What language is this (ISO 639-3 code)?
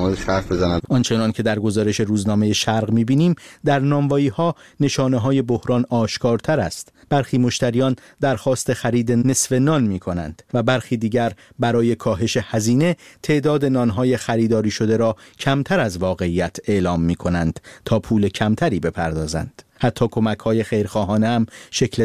fas